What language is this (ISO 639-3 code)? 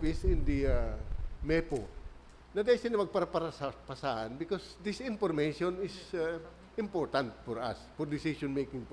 bik